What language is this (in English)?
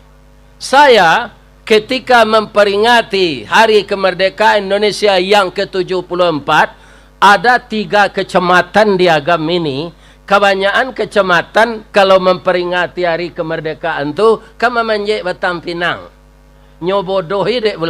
Minangkabau